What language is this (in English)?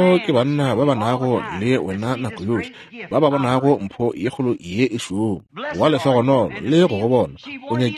Northern Sotho